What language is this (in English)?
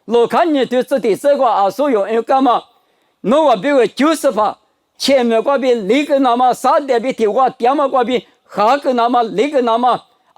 Lisu